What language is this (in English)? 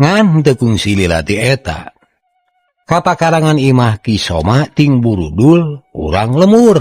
Sundanese